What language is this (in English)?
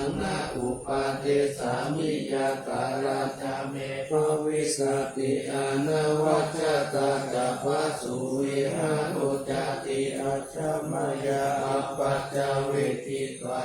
Pali